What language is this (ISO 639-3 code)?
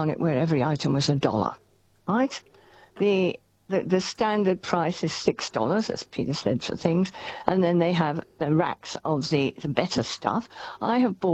eng